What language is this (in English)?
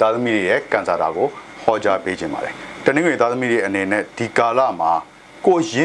Burmese